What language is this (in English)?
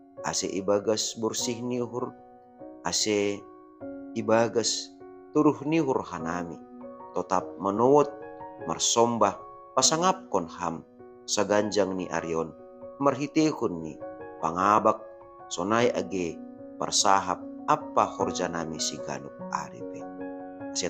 Batak Simalungun